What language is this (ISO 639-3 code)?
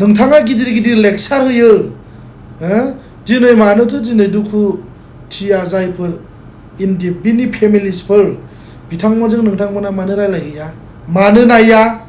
brx